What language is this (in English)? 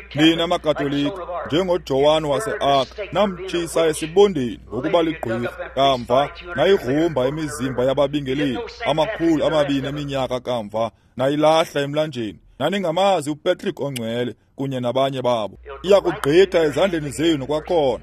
Xhosa